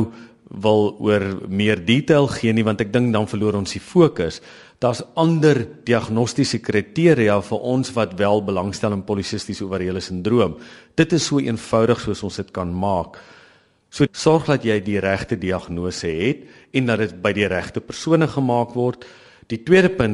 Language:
Afrikaans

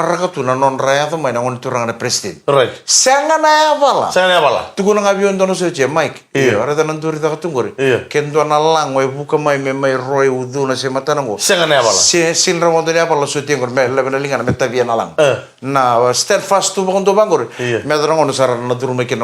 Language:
Fijian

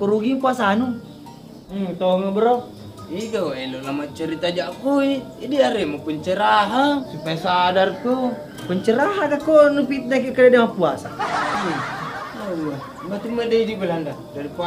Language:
Buginese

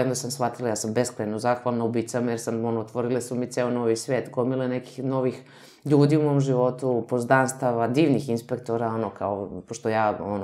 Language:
Serbian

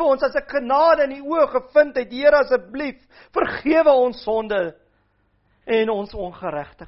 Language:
Afrikaans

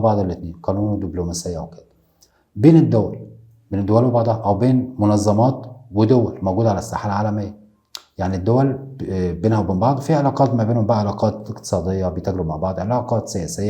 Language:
Egyptian Arabic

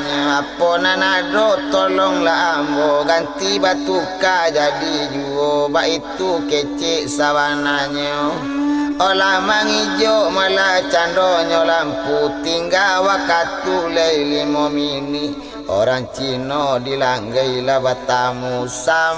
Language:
Minangkabau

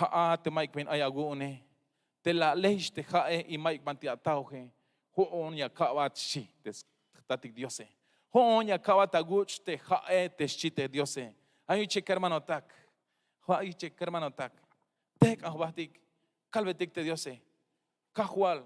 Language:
Tzeltal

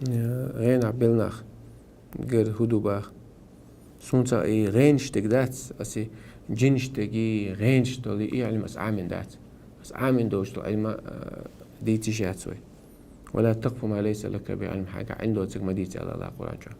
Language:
Chechen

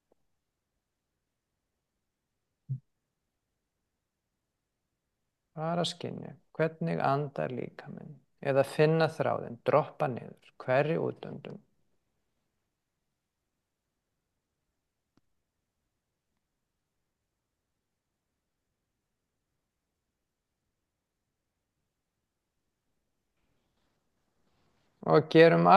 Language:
Icelandic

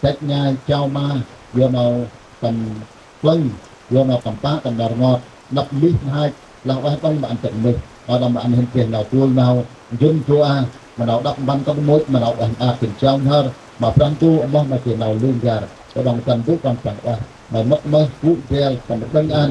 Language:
Central Mnong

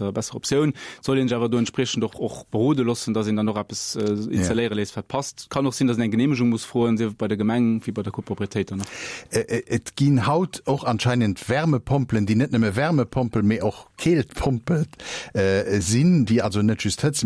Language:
Luxembourgish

